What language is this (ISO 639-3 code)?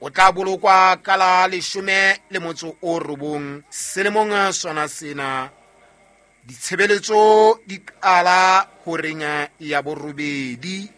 sot